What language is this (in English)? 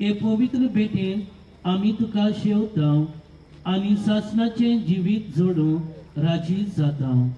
Konkani